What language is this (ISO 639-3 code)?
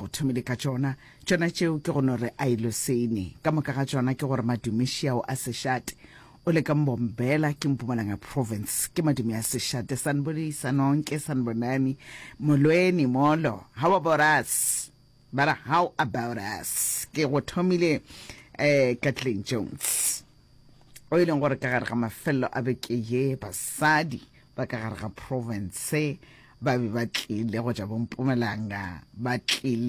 nso